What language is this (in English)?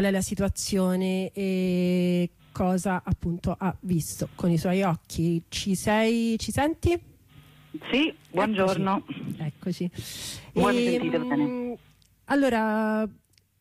Italian